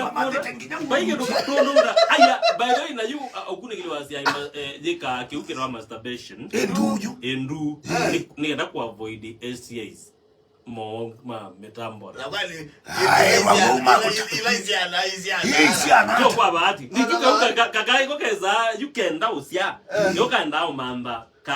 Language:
Kamba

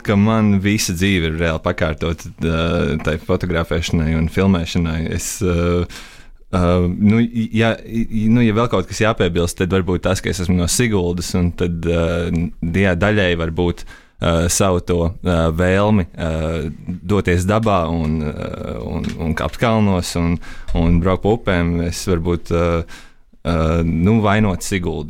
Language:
Latvian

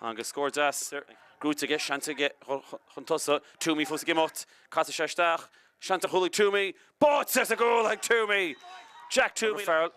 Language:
Irish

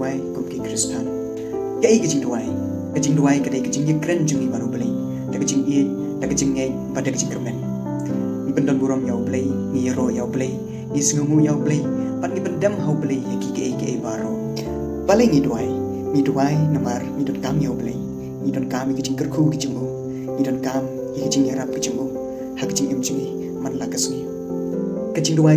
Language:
Khasi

